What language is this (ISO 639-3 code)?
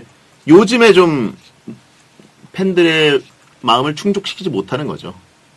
kor